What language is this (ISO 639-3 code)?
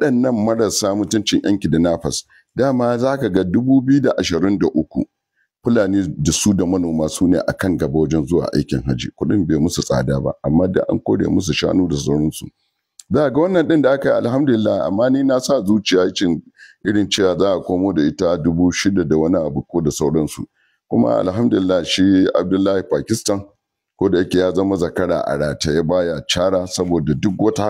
hau